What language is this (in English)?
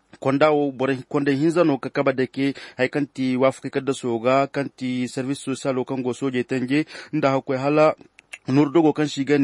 Koyraboro Senni